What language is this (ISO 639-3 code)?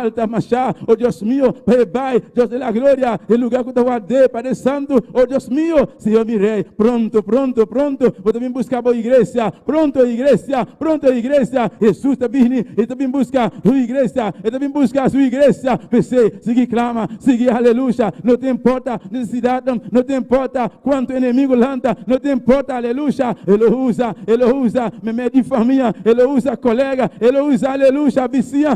pap